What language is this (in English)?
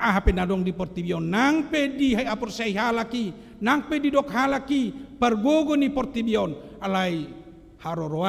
Batak Toba